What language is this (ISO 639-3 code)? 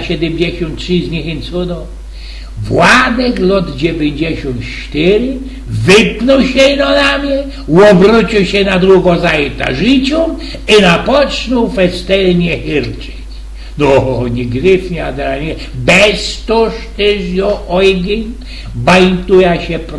szl